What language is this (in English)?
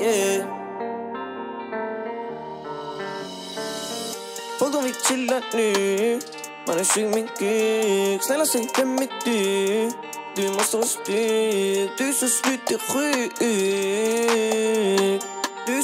Swedish